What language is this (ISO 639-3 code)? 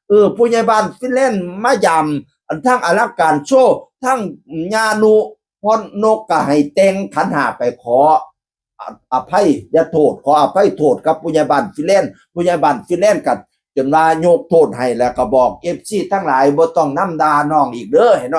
tts